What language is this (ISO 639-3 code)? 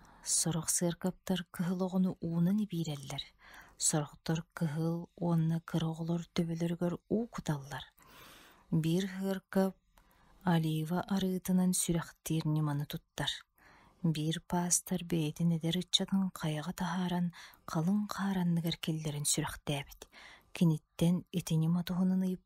sah